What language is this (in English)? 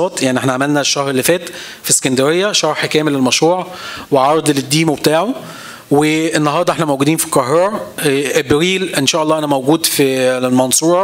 Egyptian Arabic